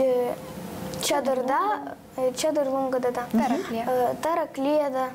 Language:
Gagauz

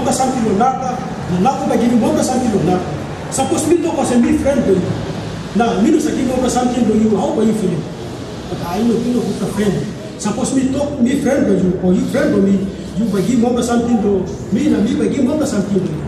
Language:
Tok Pisin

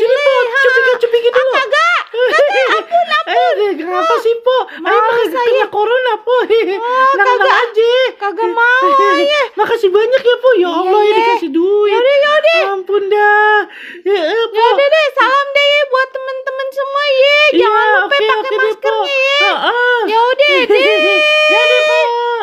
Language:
Betawi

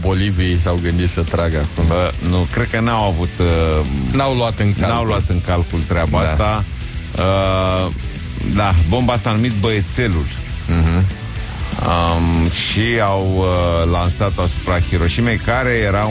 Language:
Romanian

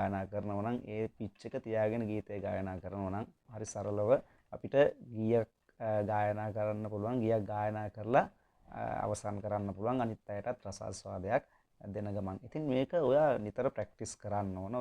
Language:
Sinhala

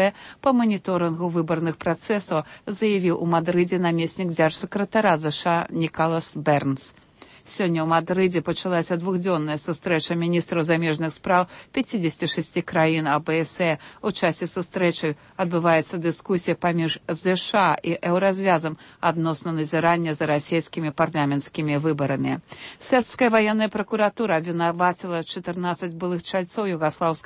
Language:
Belarusian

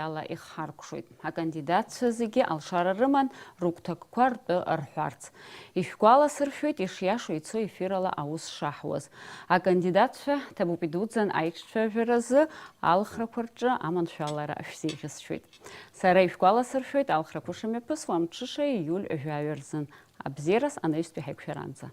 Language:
Abkhazian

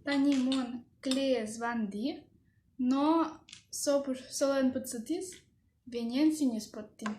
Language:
Udmurt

